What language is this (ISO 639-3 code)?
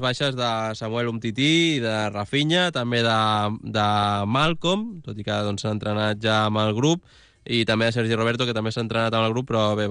cat